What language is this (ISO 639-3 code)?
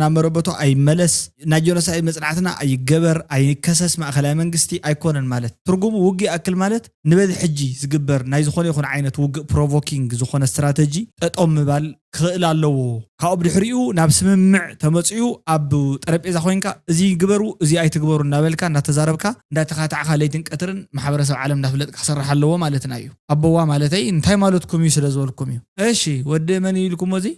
tir